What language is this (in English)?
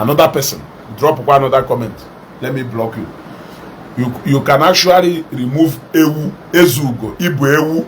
Igbo